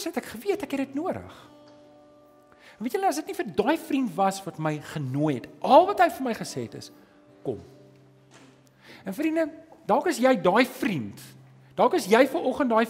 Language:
Afrikaans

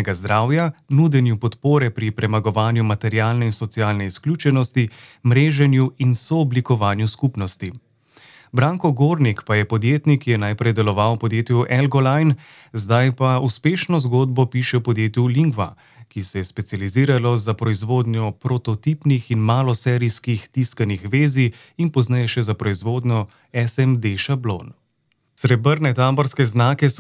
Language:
Slovenian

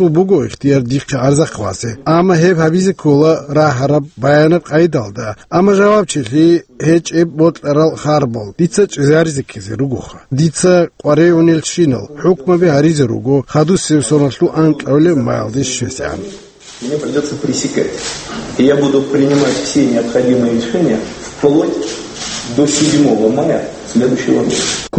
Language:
Avaric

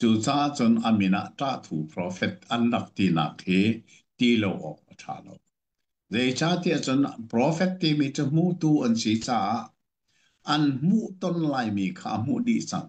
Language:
Hakha Chin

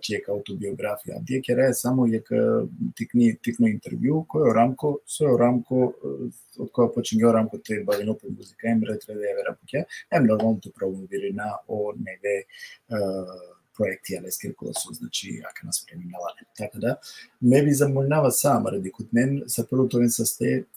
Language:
Balkan Romani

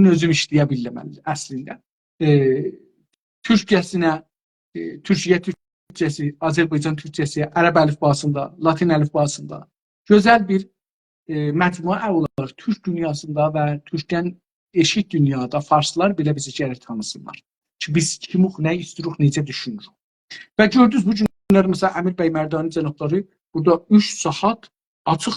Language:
South Azerbaijani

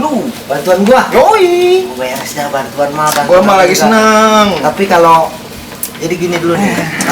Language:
Betawi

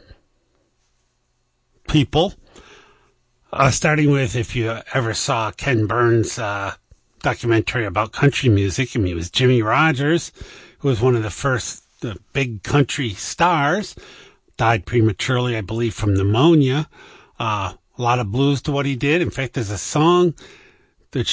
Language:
English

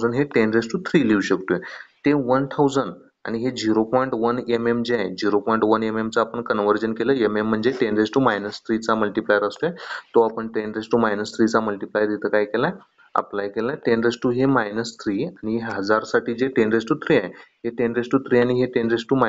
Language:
Marathi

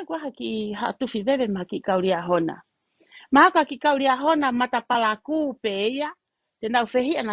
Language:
Tongan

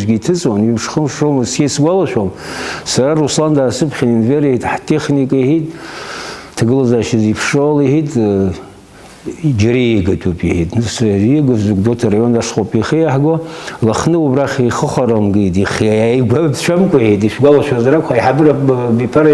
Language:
Abkhazian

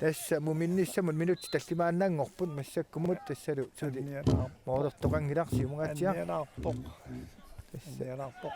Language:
Kalaallisut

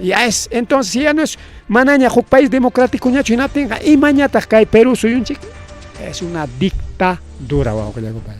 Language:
Ayacucho Quechua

